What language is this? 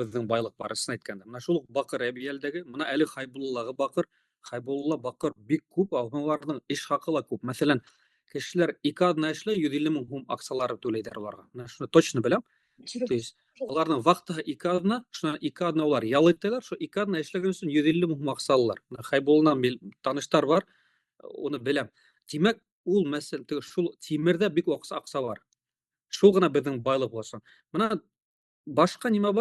Bashkir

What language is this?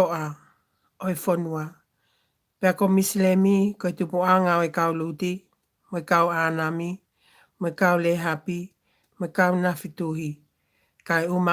Tongan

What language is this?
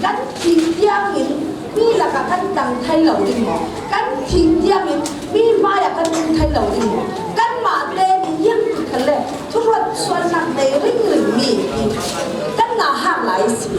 Falam Chin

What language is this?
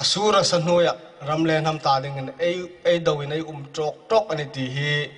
Hmar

